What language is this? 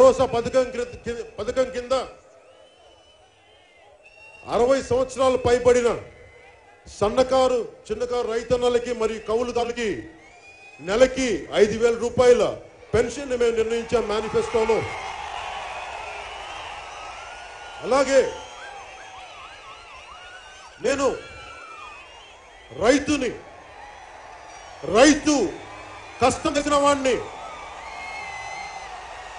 Telugu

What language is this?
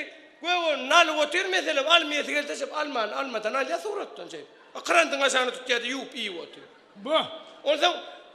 Turkmen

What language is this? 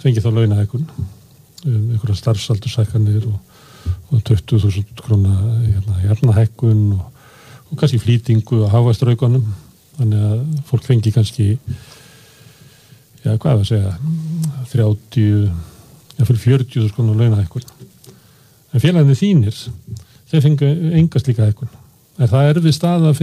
Icelandic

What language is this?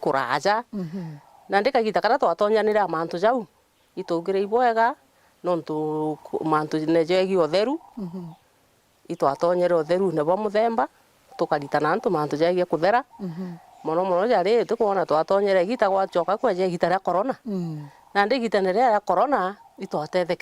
Meru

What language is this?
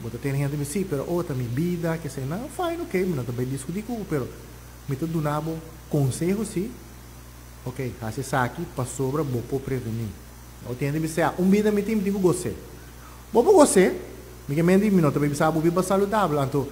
Papiamento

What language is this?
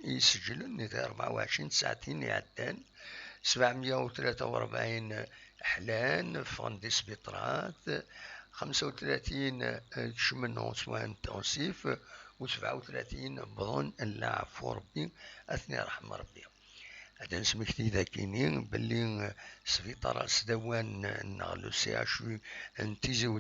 Kabyle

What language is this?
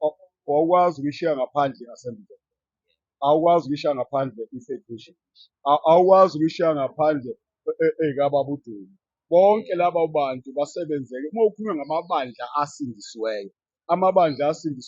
Zulu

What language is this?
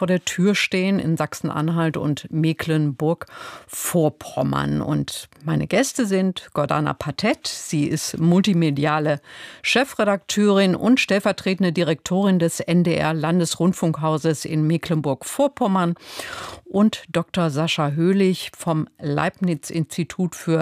German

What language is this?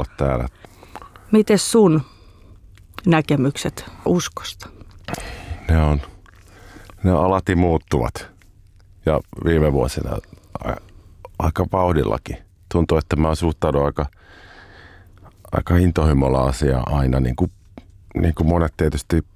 Finnish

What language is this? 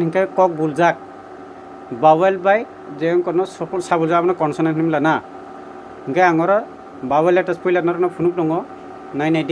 Kok Borok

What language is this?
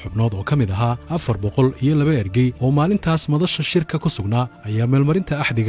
Somali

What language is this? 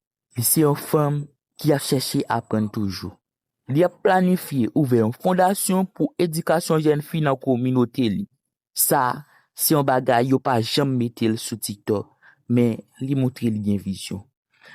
Haitian Creole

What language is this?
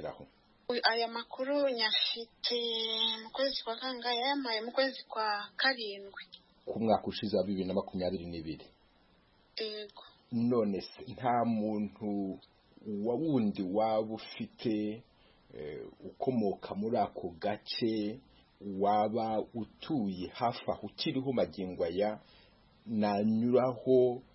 Kinyarwanda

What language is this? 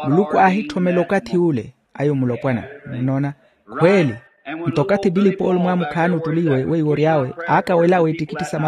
Makhuwa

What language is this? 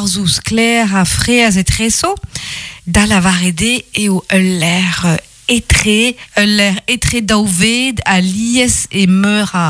Breton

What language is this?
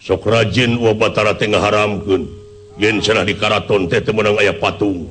Sundanese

